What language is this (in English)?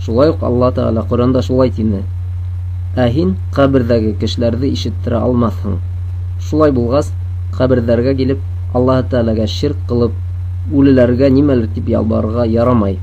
Bashkir